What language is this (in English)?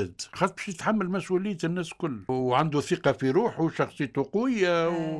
Tunisian Arabic